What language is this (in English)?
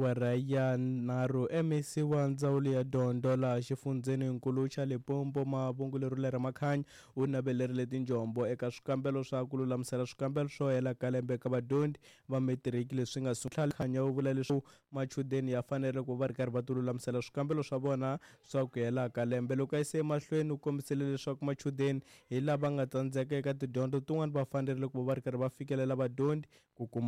Tsonga